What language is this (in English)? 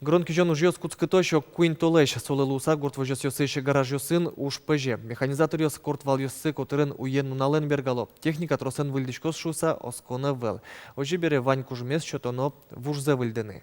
Udmurt